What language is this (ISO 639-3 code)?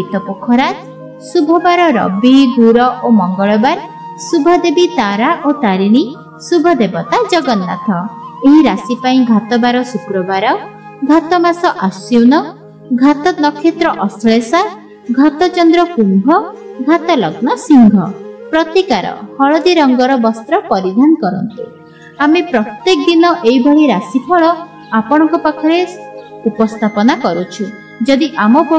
ori